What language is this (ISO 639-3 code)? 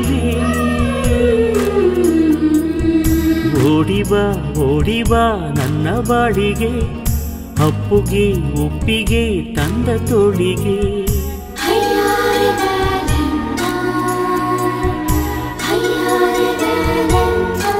kan